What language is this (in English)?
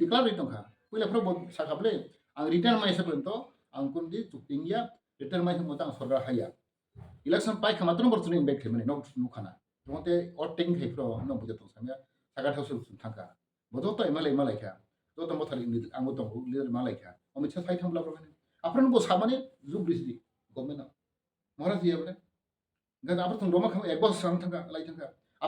Kok Borok